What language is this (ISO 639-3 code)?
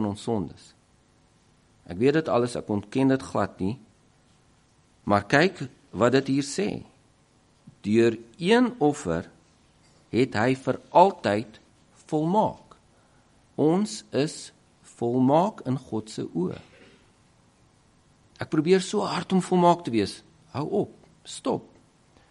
afr